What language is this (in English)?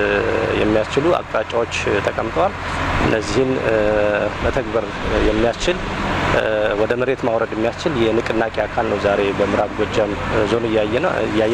Amharic